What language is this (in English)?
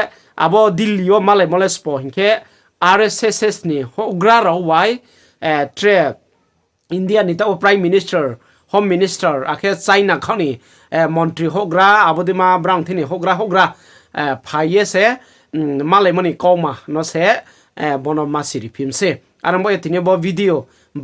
Riang (India)